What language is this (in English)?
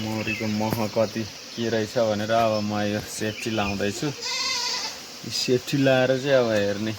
Nepali